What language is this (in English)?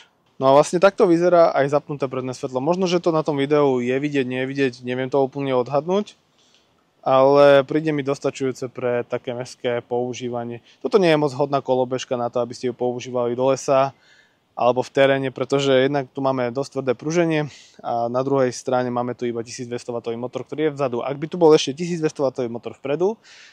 Slovak